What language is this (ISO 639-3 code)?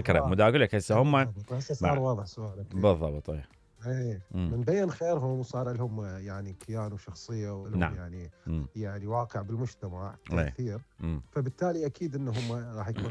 acm